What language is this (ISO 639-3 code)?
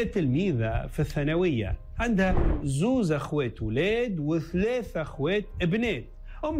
aeb